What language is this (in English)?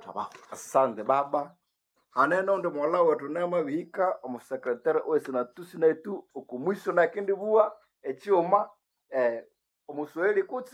Nande